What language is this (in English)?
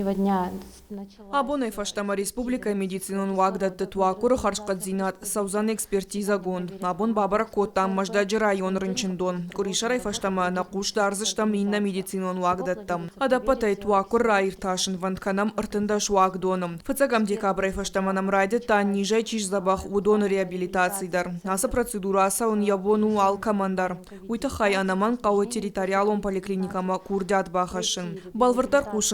Ossetic